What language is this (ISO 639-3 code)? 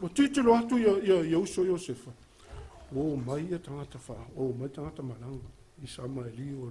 smo